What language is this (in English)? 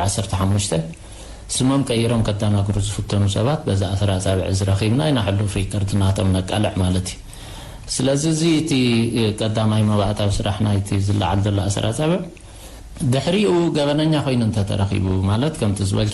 Tigrinya